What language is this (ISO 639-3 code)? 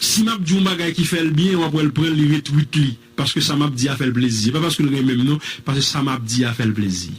hat